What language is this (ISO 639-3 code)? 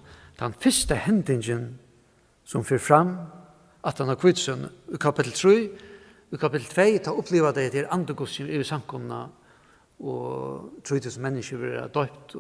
fao